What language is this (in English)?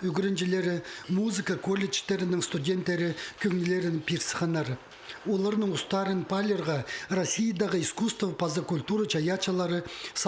Khakas